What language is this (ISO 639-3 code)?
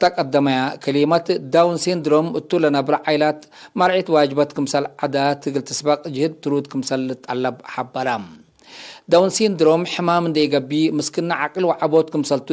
tig